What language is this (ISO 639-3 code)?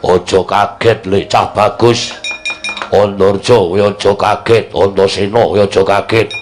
jav